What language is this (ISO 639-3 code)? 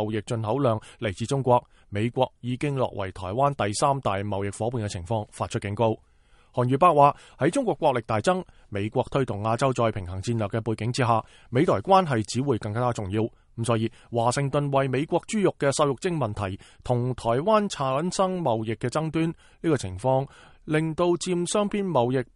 yue